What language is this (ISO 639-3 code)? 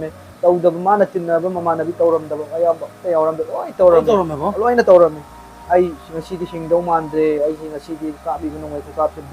mni